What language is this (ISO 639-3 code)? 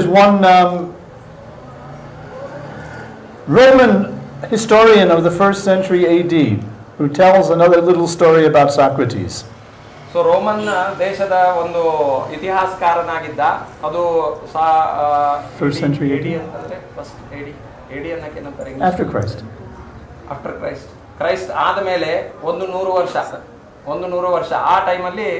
kan